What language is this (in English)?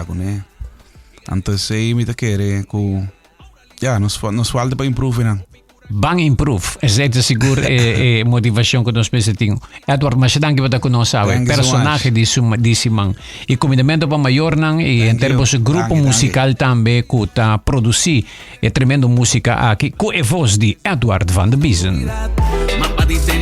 Papiamento